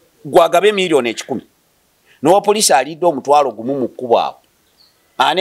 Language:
Ganda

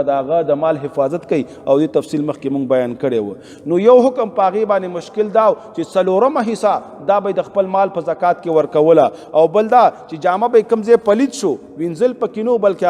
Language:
Pashto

